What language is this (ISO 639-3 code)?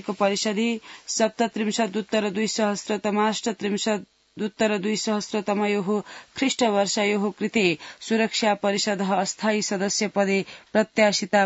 san